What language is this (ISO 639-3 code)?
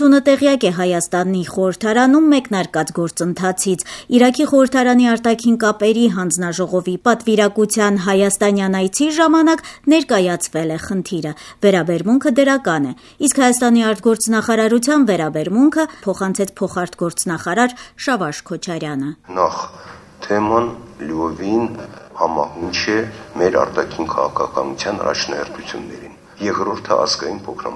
hye